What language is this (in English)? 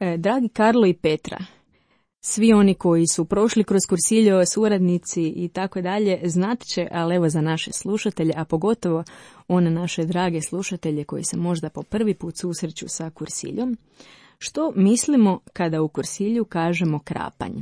Croatian